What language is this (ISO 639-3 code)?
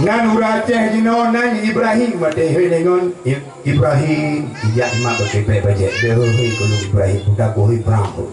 ace